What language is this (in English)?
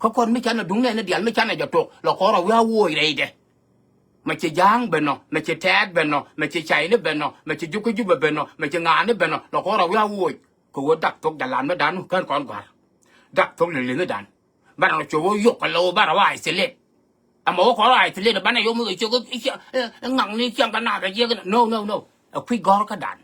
Nuer